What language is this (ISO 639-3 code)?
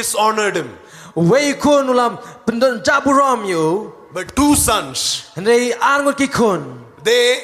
kha